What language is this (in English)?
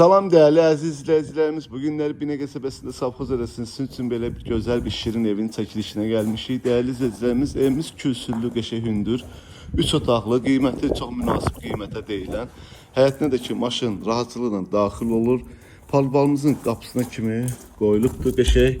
Azerbaijani